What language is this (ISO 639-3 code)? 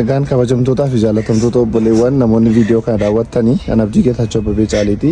orm